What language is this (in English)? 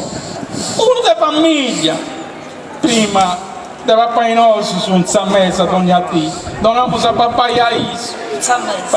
Sardinian